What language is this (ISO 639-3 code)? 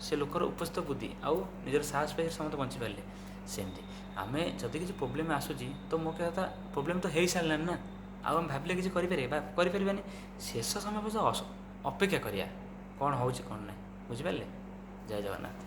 ori